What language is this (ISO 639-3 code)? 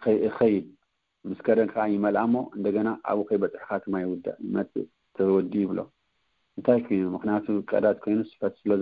tir